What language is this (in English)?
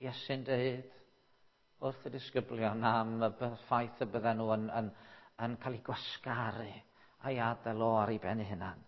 Welsh